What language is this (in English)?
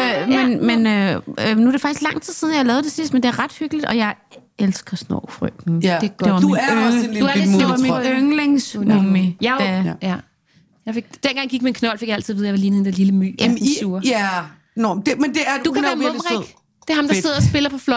Danish